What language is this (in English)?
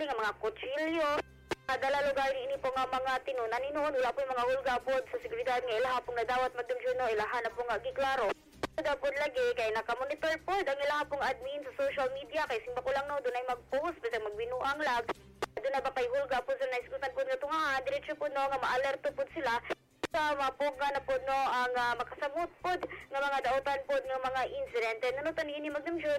Cebuano